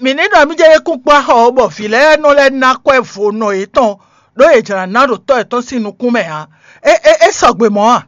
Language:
Fon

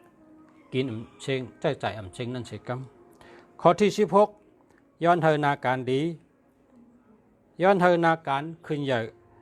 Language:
Shan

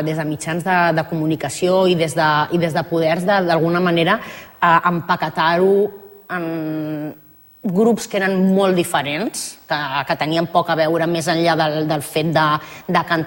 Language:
Catalan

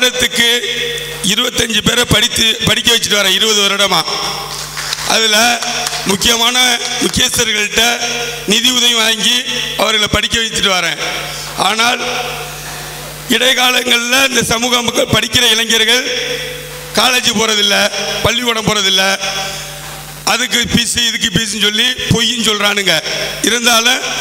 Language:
Tamil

